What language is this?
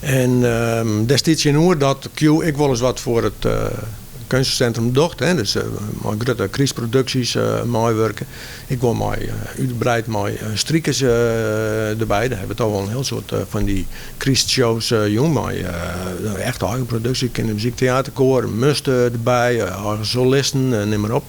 Western Frisian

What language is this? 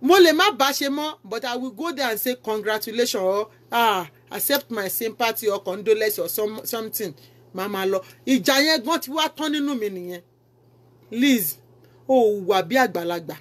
Yoruba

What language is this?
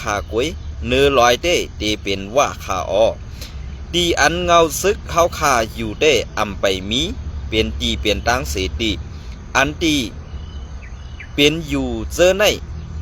Shan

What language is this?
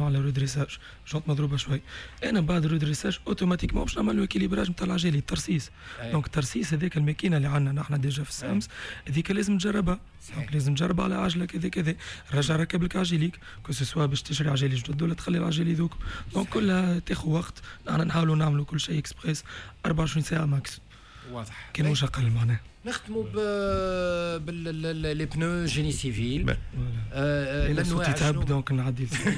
Tunisian Arabic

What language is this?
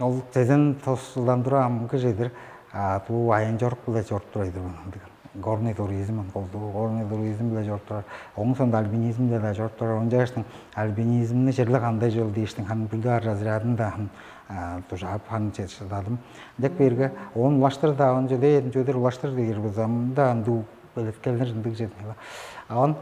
Tuvinian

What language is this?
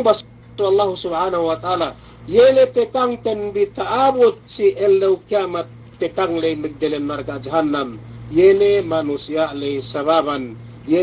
Yakan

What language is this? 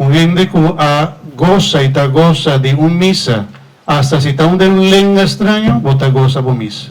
Papiamento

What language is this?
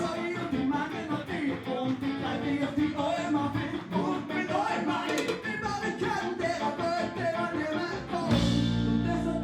Bavarian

